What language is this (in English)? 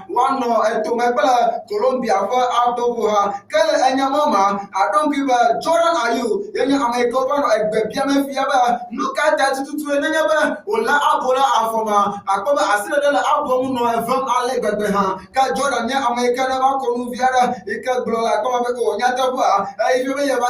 Ewe